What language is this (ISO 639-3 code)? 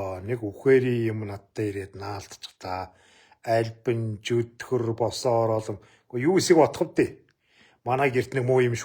mon